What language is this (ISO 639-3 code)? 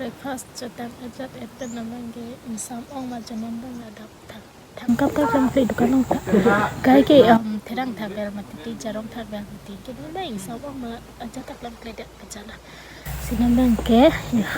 mjw